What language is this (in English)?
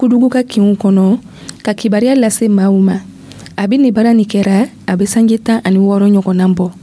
Dyula